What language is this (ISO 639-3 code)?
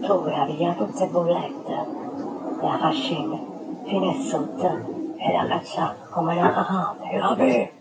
nap